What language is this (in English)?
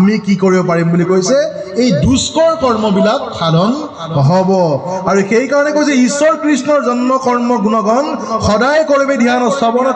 Assamese